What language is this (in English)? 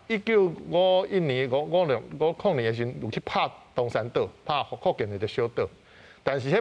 Min Nan Chinese